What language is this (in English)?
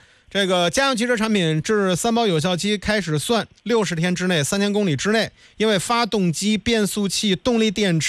Chinese